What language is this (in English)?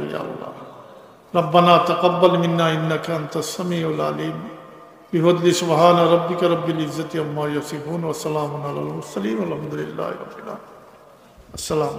Sylheti